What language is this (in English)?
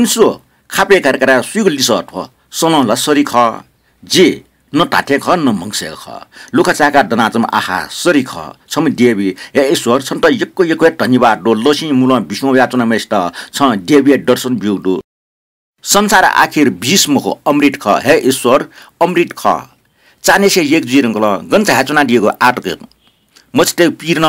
Newari